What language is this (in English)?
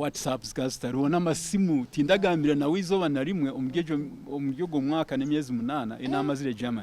Nyankole